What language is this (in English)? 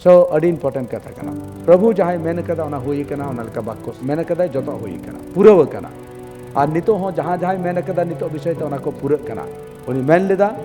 Santali